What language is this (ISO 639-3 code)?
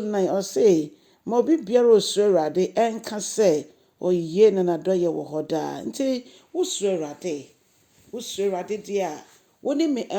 aka